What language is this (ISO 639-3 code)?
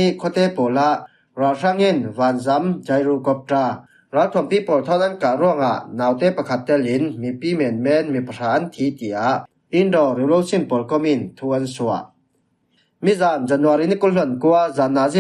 cfm